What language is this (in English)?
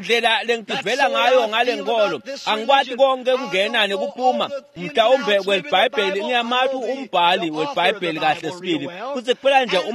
Swati